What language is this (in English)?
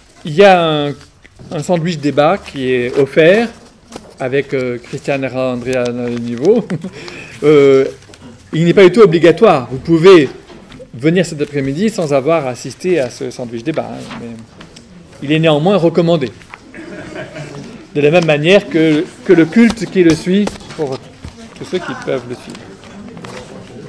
French